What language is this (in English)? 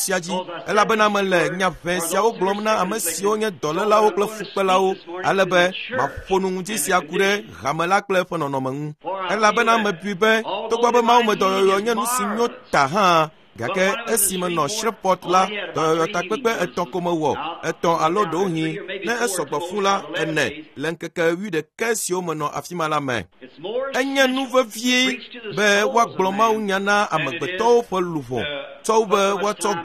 Ewe